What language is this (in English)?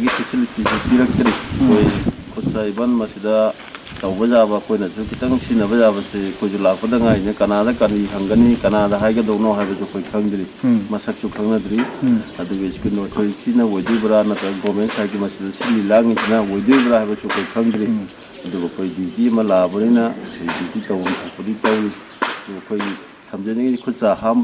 Manipuri